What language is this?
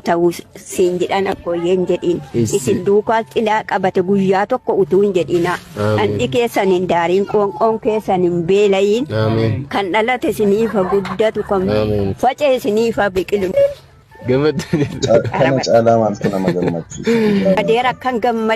Oromo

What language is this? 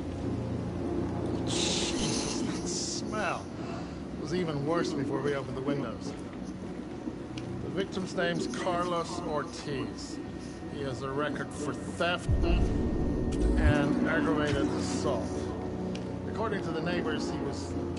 English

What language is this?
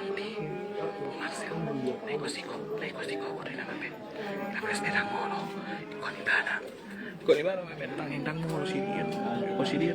Batak Toba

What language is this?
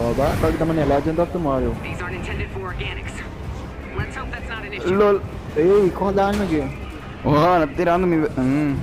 Papiamento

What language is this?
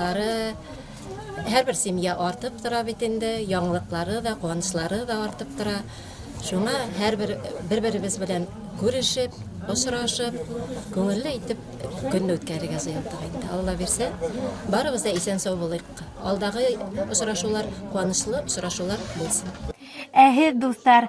Bashkir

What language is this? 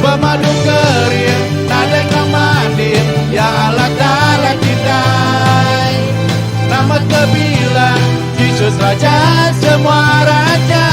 Iban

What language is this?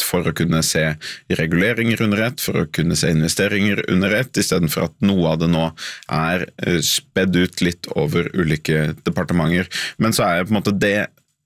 Norwegian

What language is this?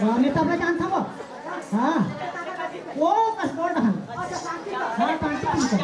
Chhattisgarhi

